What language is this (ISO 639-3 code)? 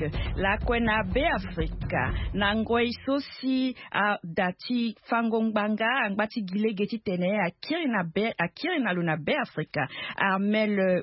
sag